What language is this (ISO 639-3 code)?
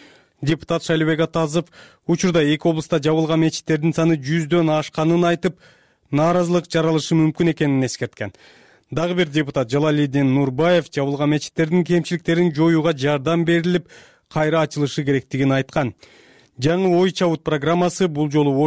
kir